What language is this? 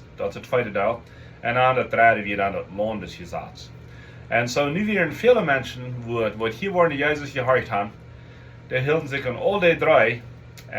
Plautdietsch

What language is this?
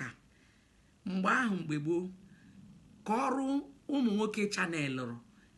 Igbo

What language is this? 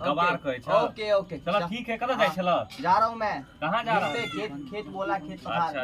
Maithili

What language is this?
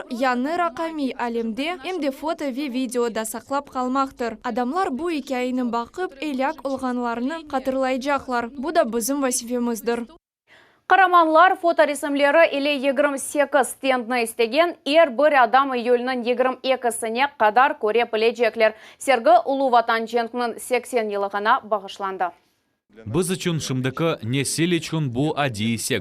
Crimean Tatar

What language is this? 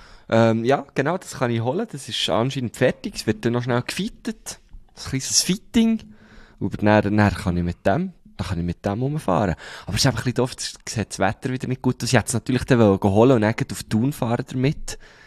German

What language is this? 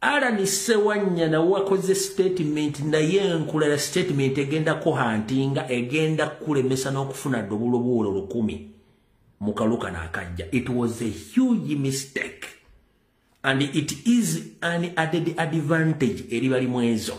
Ganda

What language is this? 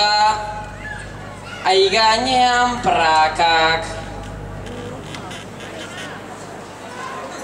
Basque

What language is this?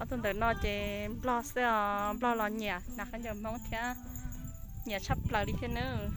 Hmong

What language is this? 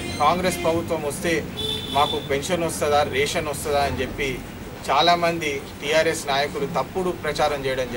Telugu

